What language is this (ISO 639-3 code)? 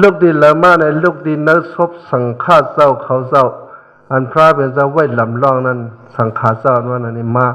shn